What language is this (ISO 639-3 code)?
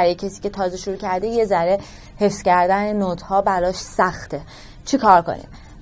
fas